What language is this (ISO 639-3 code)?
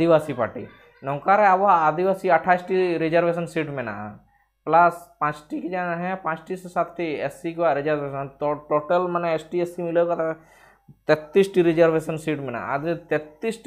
sat